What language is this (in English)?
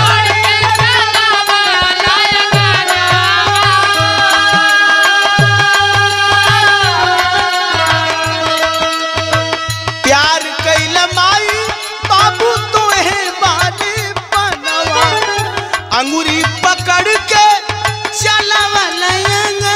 Bhojpuri